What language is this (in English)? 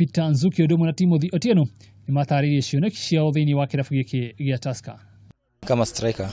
Kikuyu